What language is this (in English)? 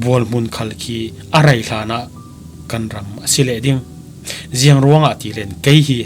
Falam Chin